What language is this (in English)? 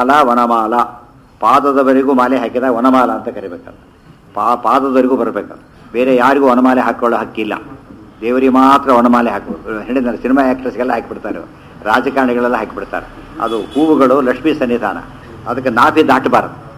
Kannada